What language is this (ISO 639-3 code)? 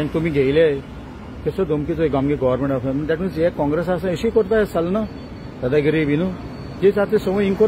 kok